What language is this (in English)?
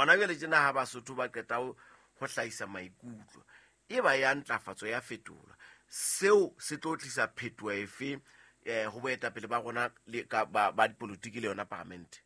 Southern Sotho